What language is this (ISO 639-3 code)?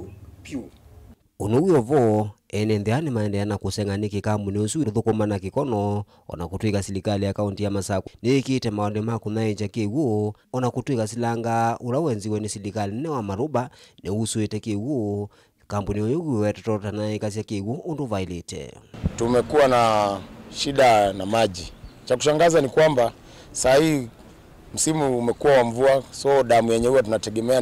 kam